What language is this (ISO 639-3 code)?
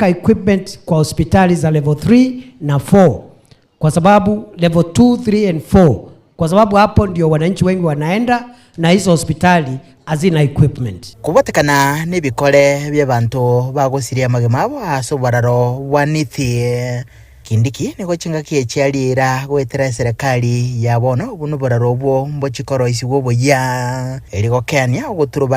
guz